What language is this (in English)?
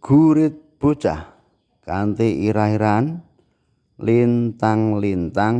Javanese